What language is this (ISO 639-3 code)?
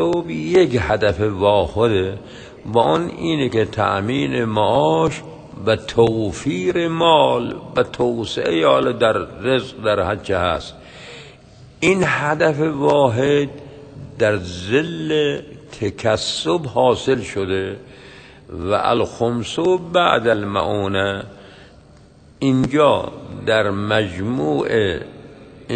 fas